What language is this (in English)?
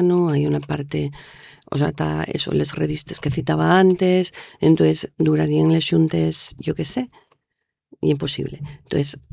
Asturian